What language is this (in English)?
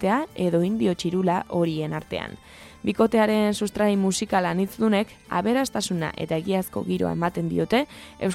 Basque